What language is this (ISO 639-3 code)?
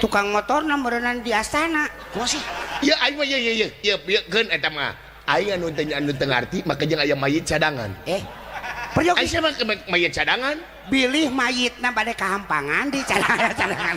sun